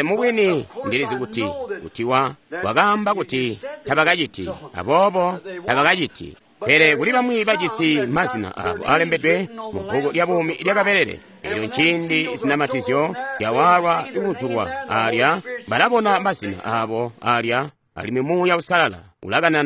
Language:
Tonga (Zambia)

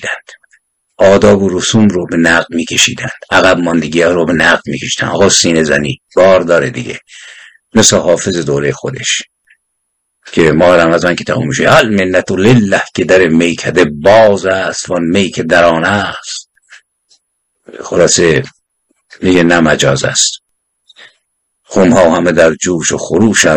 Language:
Persian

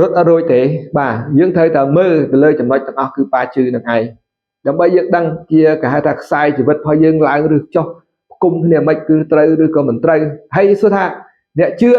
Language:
Khmer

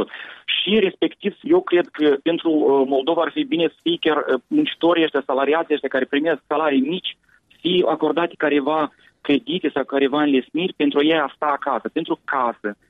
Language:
Romanian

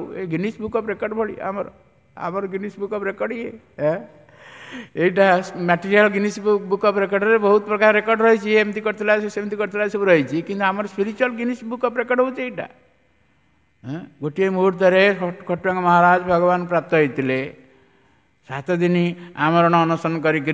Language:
Odia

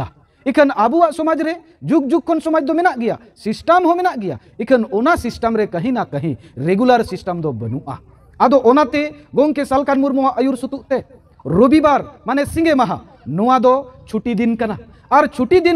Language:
Santali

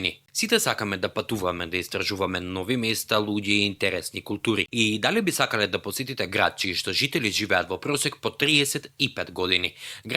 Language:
Macedonian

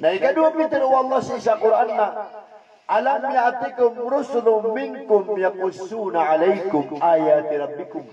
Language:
Maranao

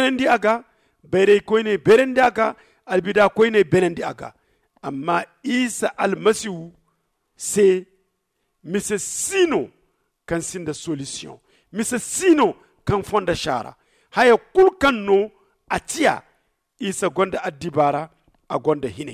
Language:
Zarma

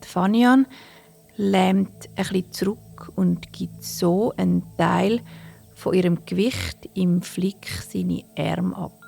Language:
Swiss German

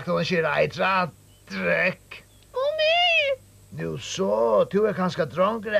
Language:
Faroese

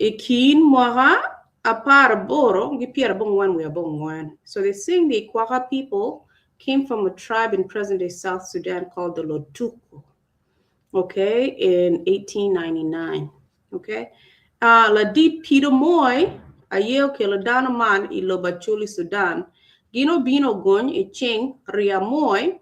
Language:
Acoli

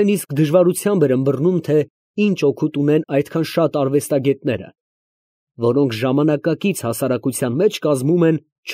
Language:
Armenian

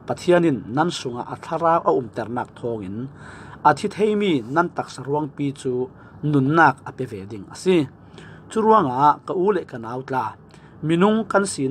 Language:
Falam Chin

